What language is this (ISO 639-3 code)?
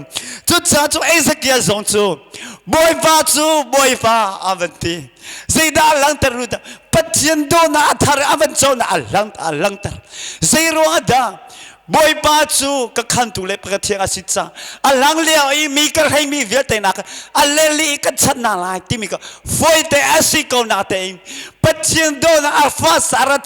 cnh